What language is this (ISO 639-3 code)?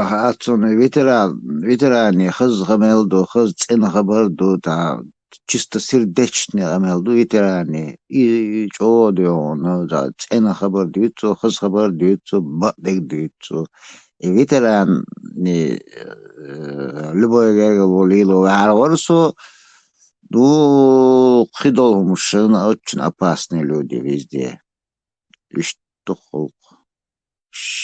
che